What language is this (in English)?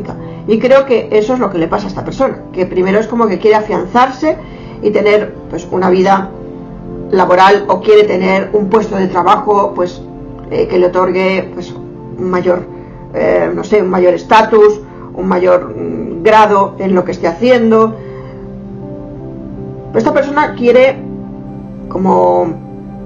Spanish